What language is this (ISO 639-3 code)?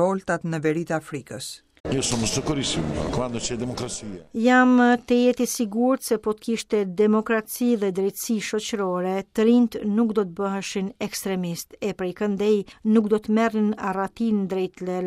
sqi